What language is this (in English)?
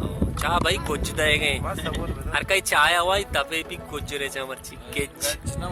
Baluchi